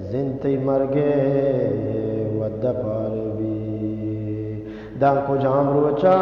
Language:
Eastern Balochi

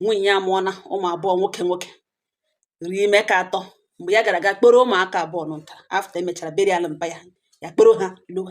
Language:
Igbo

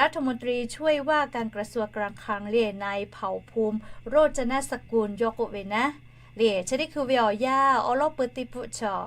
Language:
Lahu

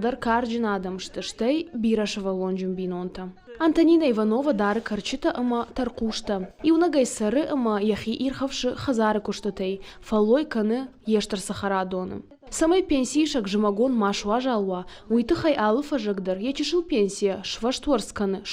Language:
Ossetic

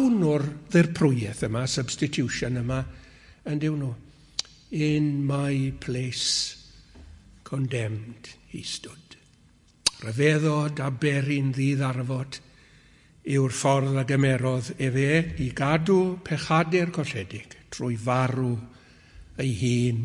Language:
Welsh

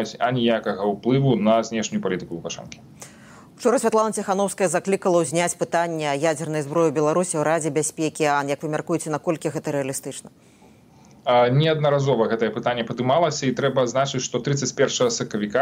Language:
Belarusian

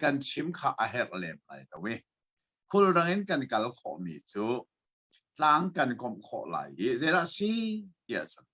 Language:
Hakha Chin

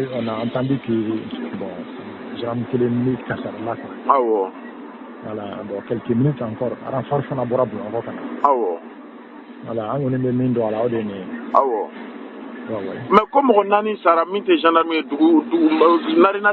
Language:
Bambara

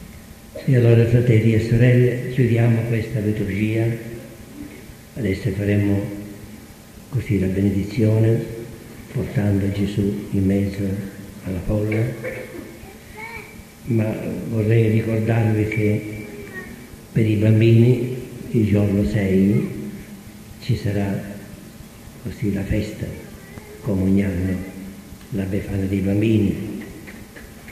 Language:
Italian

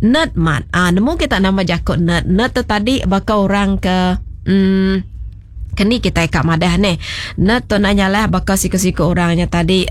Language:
Iban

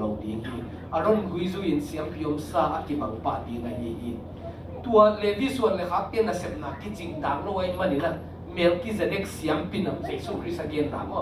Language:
Tedim Chin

